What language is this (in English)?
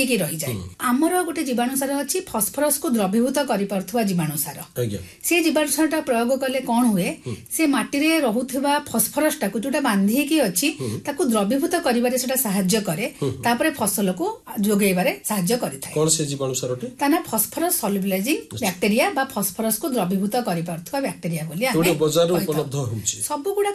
Odia